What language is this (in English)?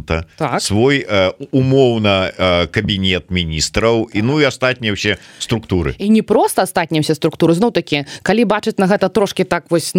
Belarusian